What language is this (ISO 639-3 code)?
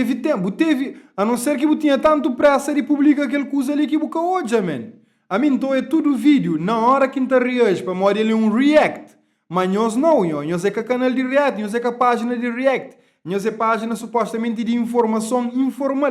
kea